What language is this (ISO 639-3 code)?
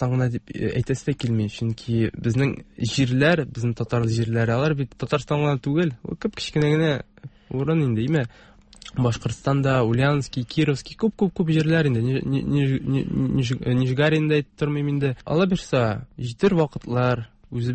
tat